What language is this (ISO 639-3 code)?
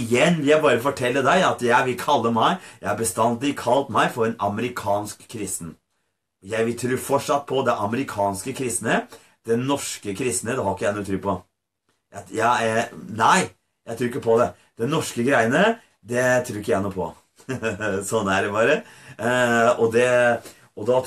nor